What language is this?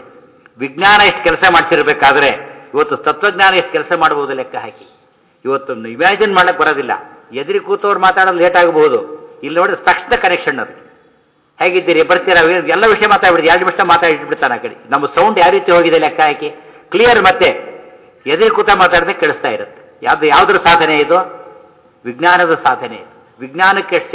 Kannada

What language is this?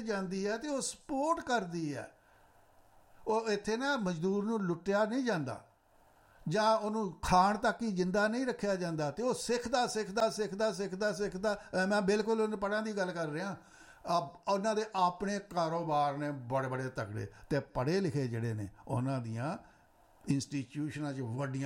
Punjabi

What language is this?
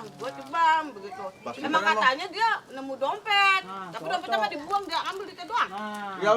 Betawi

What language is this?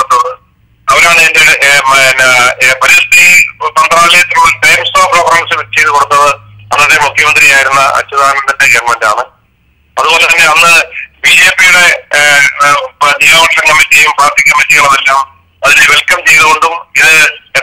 Malayalam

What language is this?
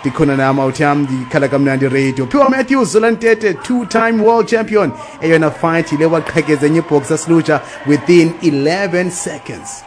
Xhosa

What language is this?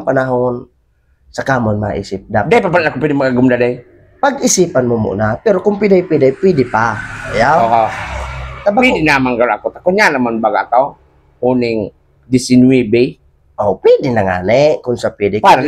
Bikol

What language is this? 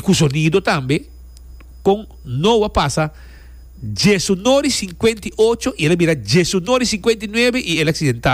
Papiamento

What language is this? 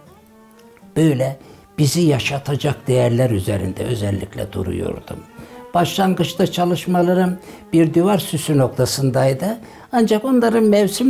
Turkish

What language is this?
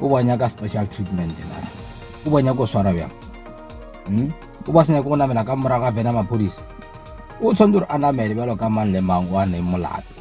Northern Sotho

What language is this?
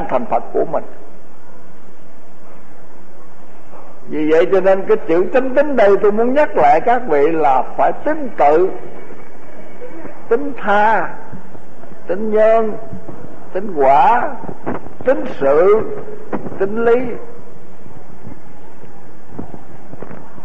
Vietnamese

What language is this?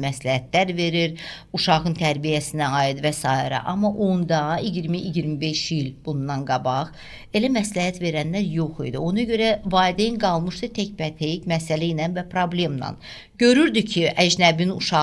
Azerbaijani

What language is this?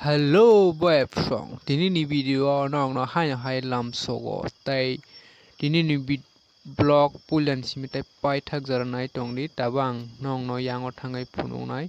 Kok Borok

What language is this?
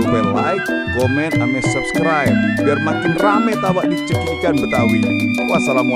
Betawi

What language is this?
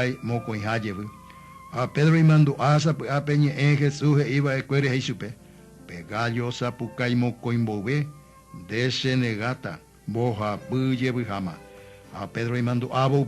Guarani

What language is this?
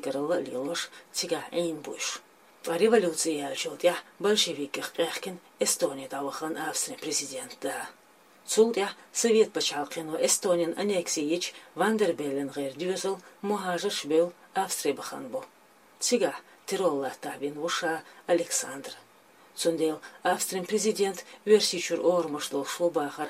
Chechen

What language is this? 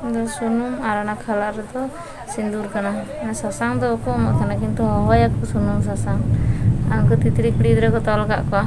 Santali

